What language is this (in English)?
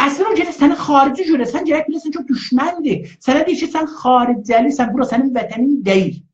South Azerbaijani